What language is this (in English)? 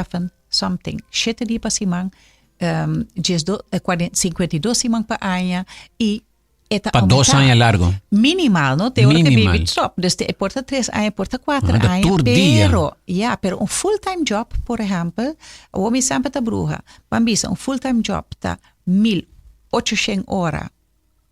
Papiamento